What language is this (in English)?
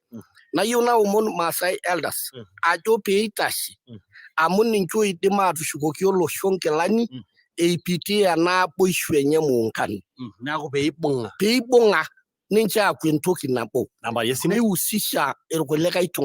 Masai